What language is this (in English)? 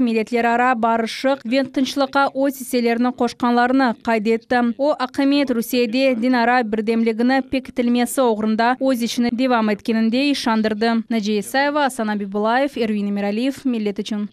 Crimean Tatar